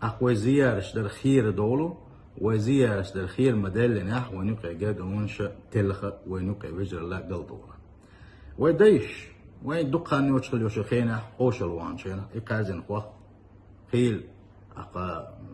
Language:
Chechen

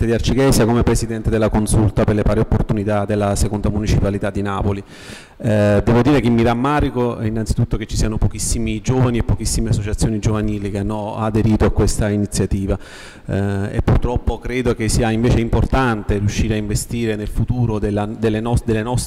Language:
Italian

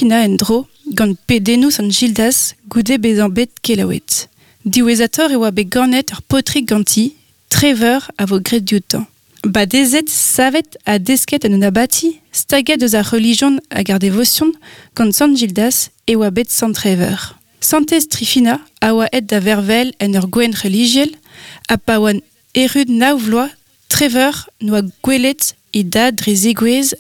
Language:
Breton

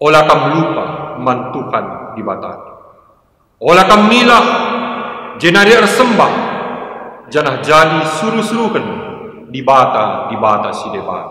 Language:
Batak Karo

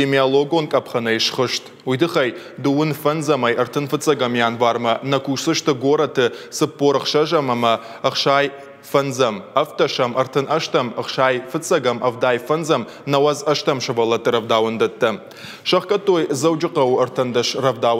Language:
Ossetic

